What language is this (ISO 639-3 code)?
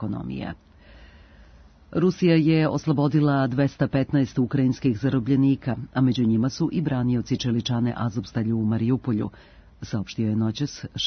srp